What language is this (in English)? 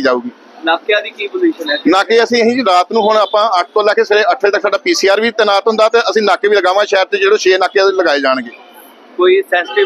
Punjabi